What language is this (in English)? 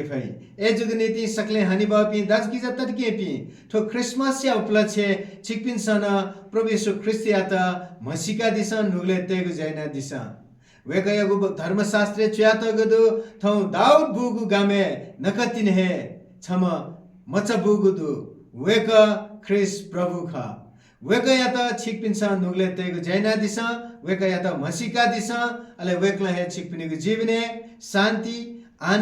Newari